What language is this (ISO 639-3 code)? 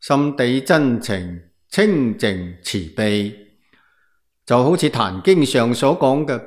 yue